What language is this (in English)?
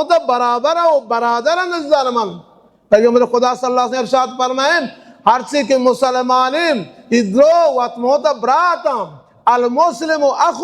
Baluchi